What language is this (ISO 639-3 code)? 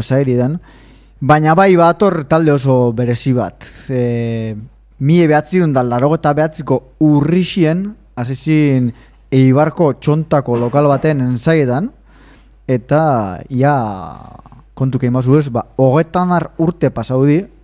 eus